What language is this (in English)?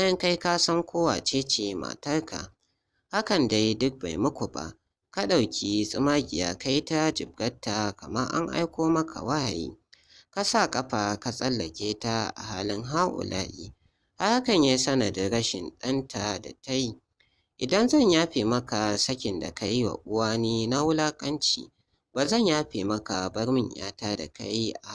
Hausa